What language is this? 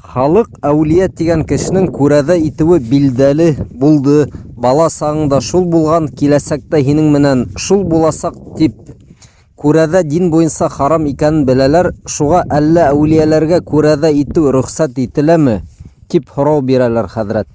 Bashkir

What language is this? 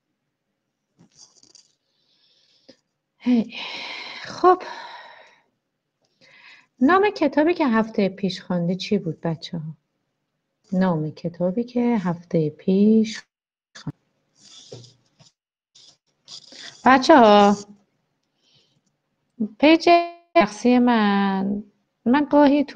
Persian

